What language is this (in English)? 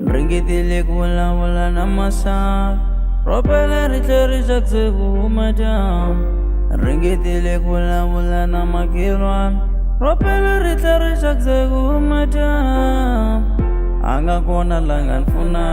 Tsonga